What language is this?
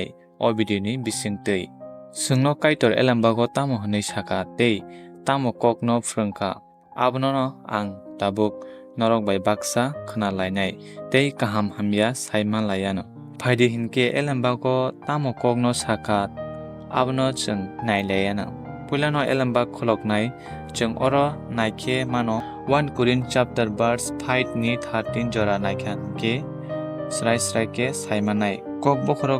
Kok Borok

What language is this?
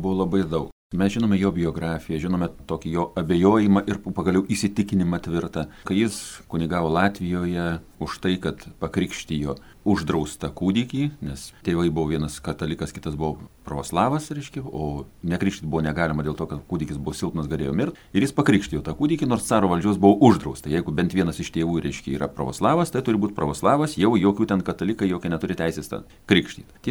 Lithuanian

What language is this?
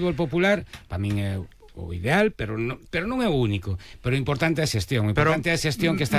Galician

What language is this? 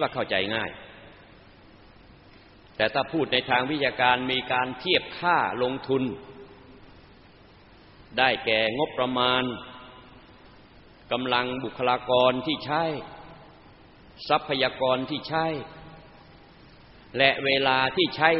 Thai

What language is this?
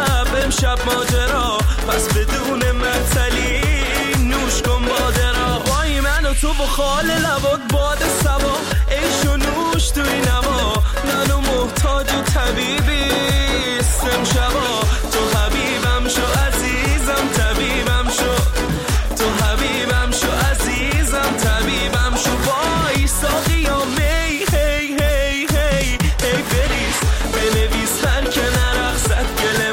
Persian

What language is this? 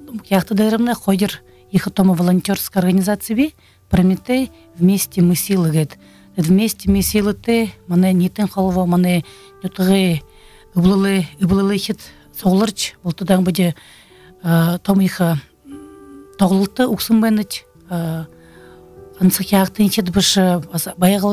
Buriat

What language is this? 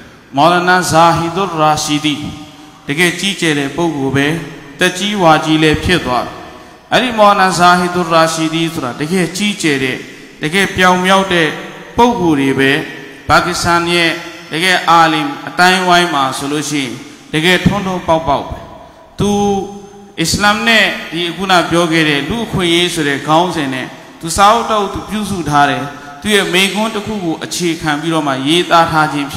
Burmese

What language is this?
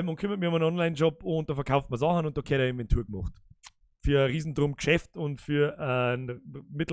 Bavarian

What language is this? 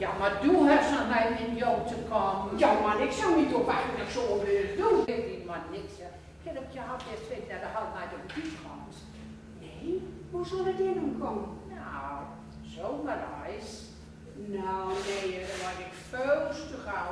Gronings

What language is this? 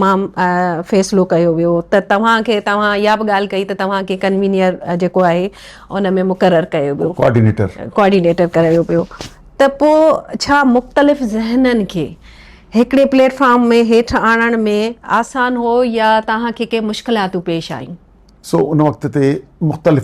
Sindhi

